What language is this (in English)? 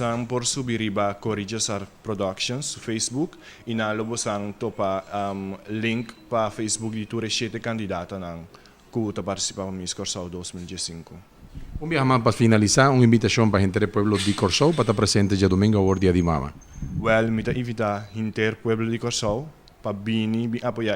Papiamento